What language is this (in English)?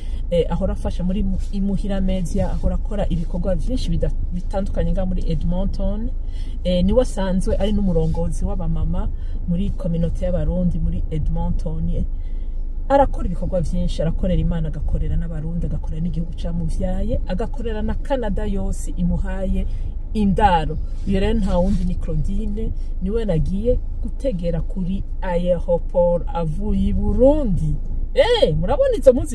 Rundi